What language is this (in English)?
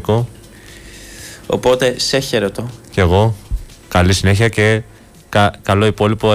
Greek